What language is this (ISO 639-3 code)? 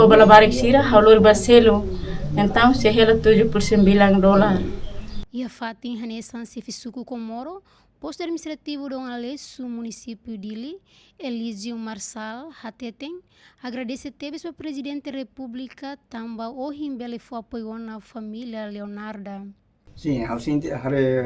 tet